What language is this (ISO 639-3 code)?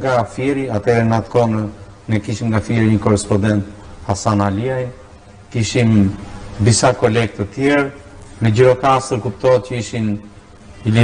sqi